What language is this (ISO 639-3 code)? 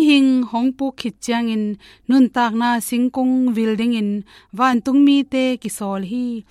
ctd